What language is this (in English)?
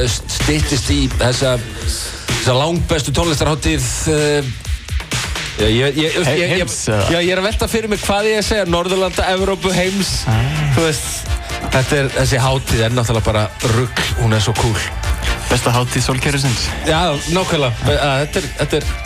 Icelandic